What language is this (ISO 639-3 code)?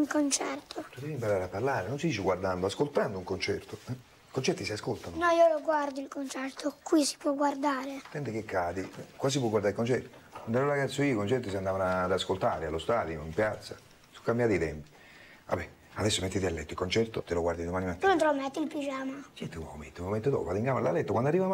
ita